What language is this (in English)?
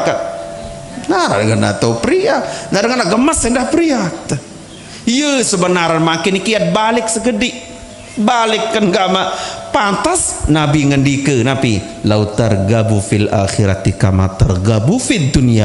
Sasak